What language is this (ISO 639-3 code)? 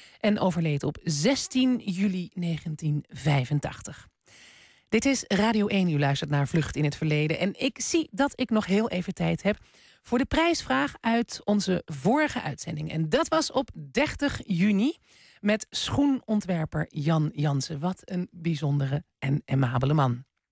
nld